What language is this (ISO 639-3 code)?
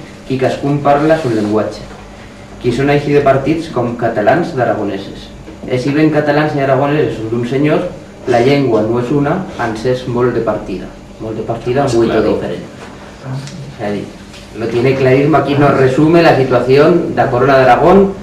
arg